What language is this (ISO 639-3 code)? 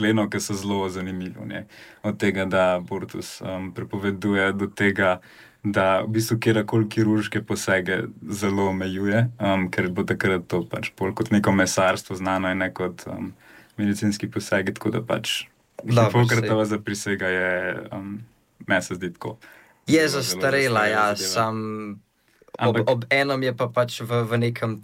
slv